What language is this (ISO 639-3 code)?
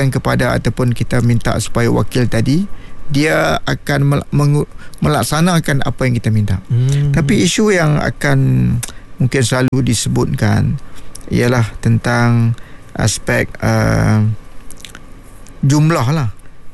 msa